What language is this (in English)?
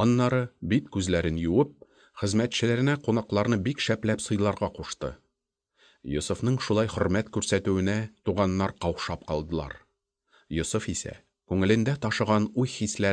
Tatar